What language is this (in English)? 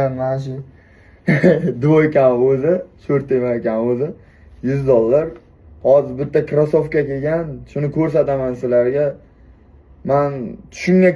Uzbek